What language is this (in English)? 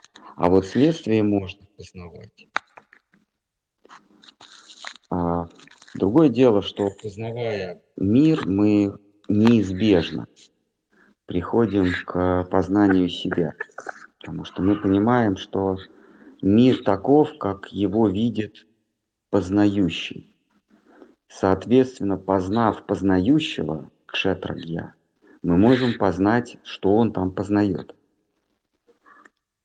Russian